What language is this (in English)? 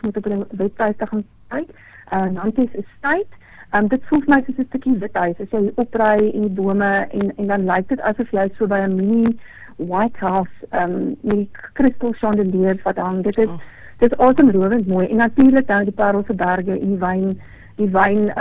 Afrikaans